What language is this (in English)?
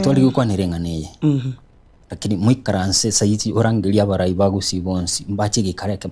Gusii